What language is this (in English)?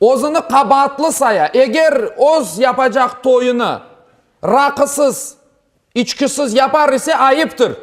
Crimean Tatar